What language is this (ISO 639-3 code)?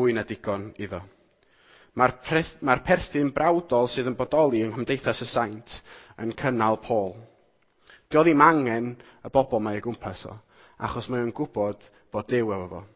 cym